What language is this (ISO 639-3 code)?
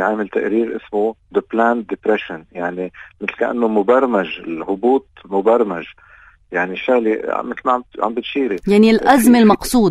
apc